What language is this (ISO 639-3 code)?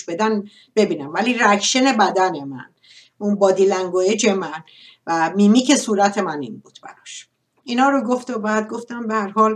fas